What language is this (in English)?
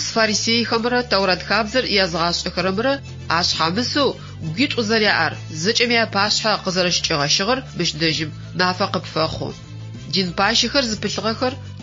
Adyghe